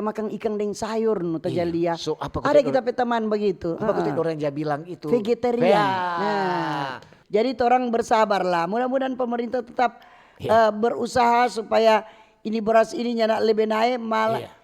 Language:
Manado Malay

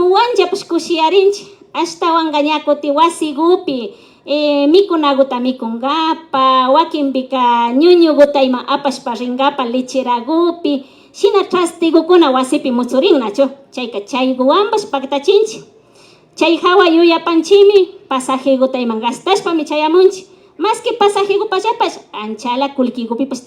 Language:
Imbabura Highland Quichua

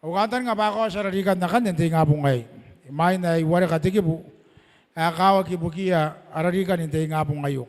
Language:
Gilbertese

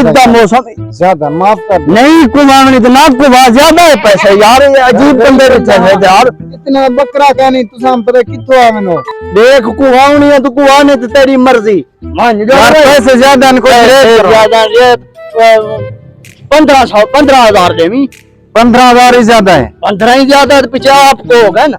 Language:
Saraiki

